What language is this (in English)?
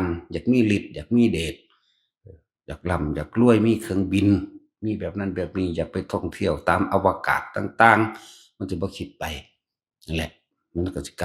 Northeastern Thai